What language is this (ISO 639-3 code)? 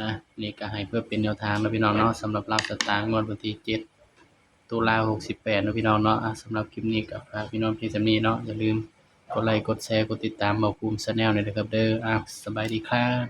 tts